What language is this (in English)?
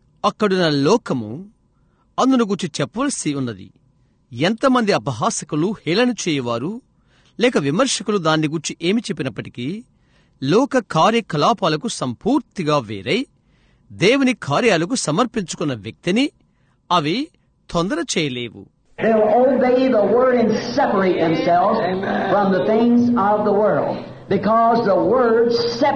Telugu